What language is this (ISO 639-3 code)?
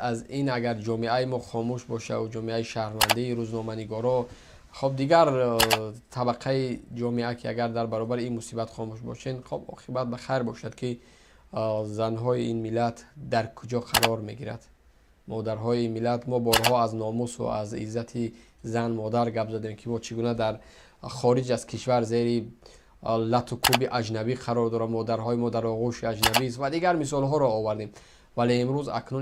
tgk